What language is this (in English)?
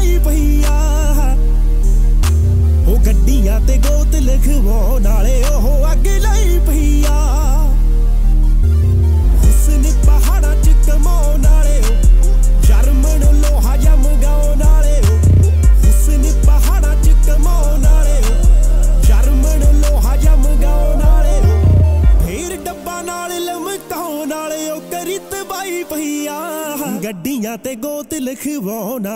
Punjabi